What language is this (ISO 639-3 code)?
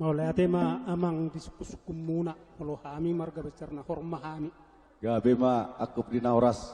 bbc